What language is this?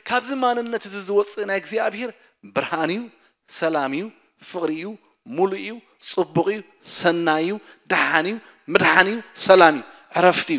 Tigrinya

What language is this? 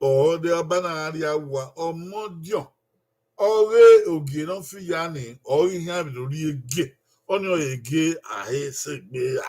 Bini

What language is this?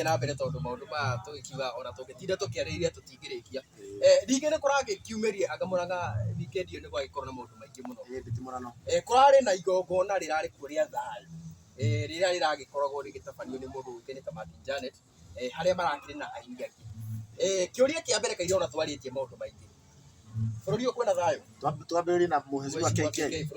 Kikuyu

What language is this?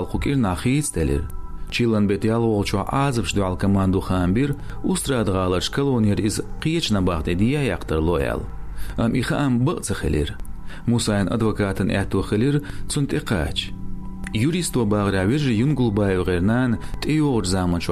Chechen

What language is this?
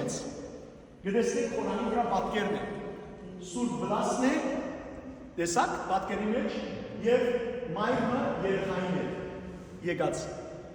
Western Armenian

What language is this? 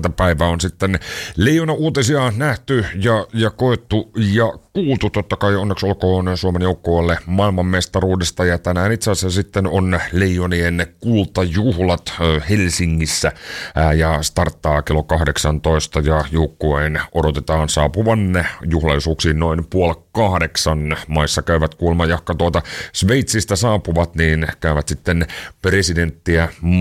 Finnish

